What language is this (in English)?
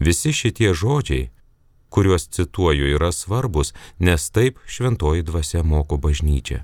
Lithuanian